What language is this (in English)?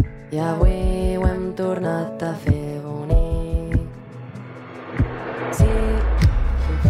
Catalan